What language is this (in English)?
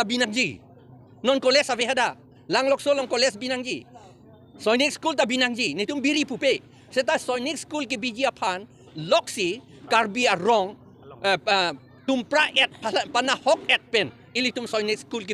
Karbi